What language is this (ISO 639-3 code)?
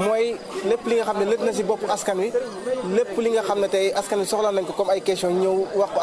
wol